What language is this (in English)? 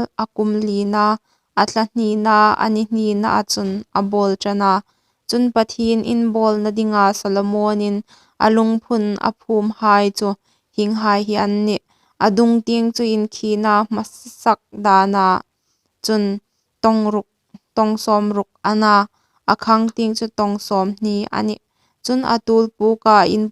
Hmar